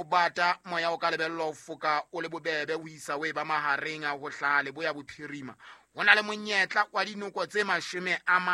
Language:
Southern Sotho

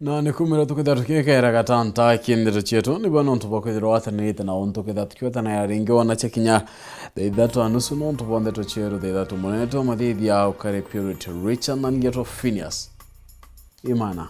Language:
Meru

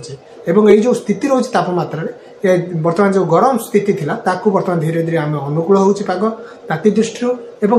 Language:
Odia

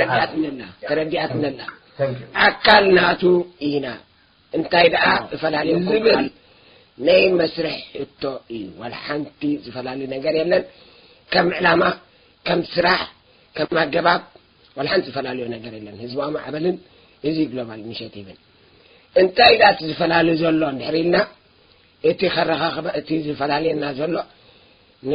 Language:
Tigrinya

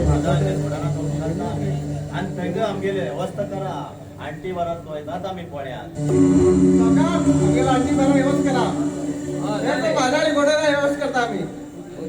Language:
Konkani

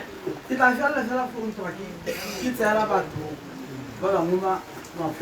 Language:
Tswana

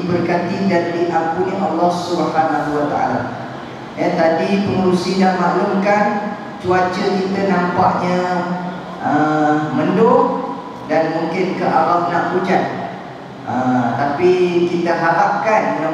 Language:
Malay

